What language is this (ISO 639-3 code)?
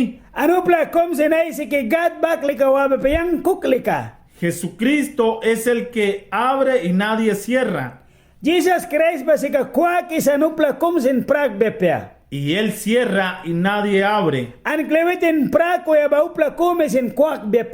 miq